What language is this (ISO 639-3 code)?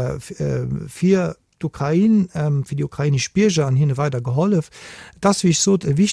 ltz